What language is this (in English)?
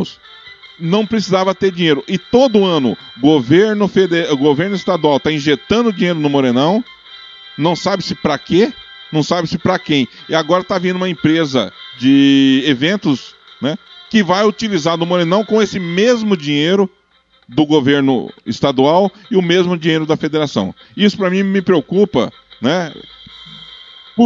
Portuguese